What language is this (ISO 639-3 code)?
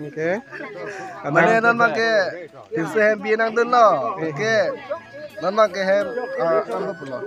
mjw